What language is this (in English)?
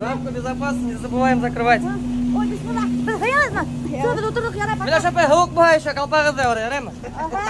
Bashkir